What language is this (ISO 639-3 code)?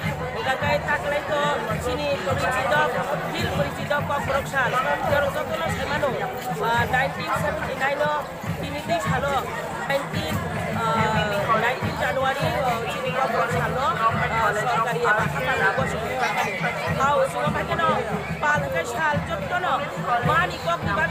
trp